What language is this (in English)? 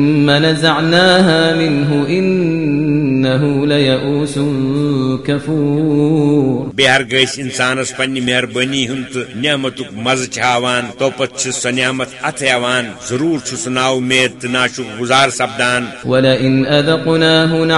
Kashmiri